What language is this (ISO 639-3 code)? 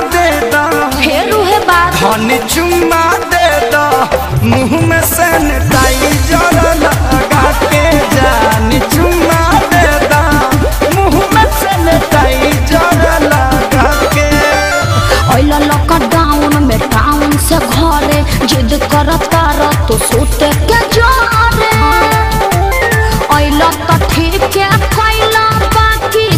bho